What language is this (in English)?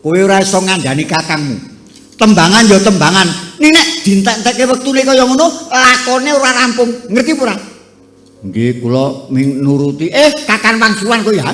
Javanese